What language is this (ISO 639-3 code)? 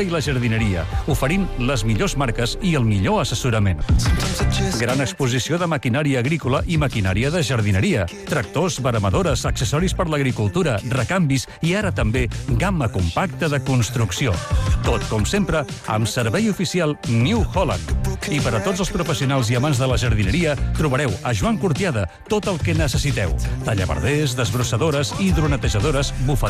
cat